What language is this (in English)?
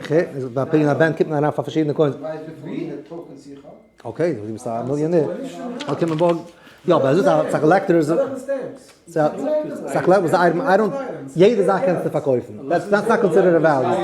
Yiddish